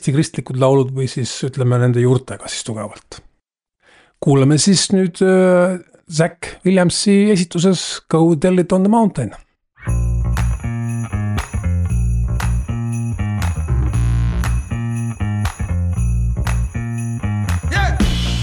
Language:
Estonian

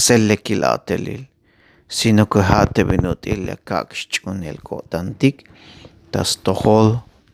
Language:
Tzeltal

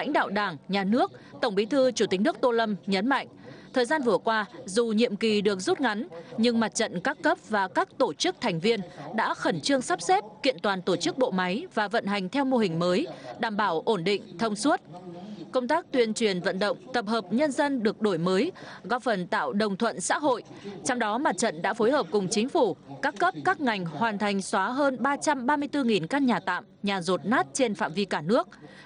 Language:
Vietnamese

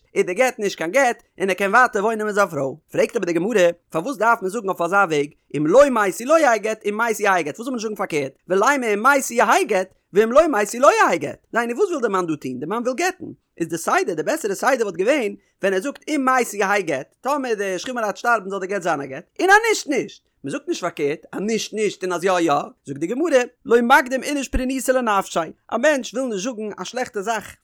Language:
Yiddish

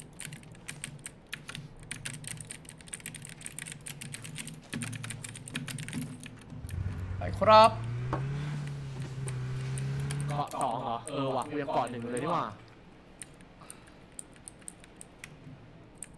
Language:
Thai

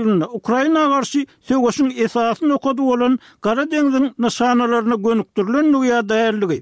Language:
Turkmen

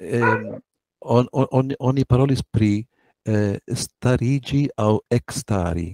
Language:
Esperanto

